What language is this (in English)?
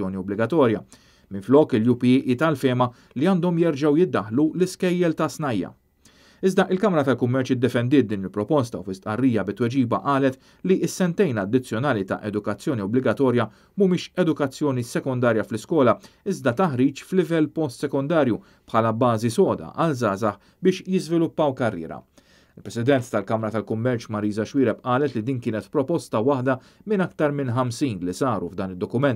Maltese